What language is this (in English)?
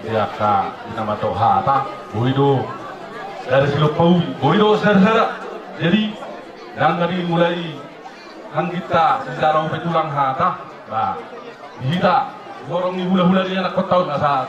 Batak Toba